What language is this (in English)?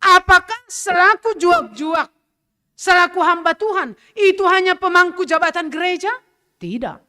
Batak Simalungun